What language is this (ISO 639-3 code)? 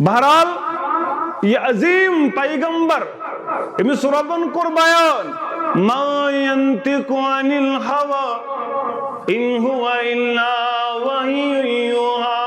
kas